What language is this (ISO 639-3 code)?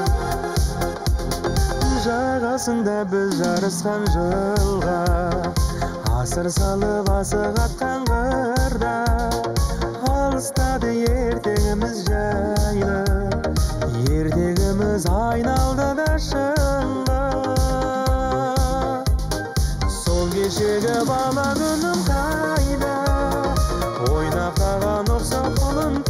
kaz